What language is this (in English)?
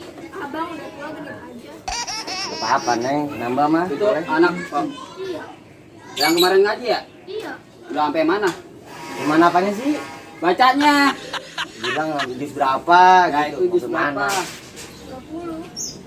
Betawi